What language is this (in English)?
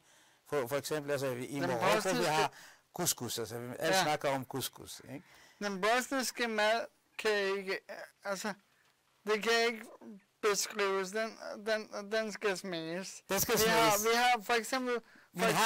Danish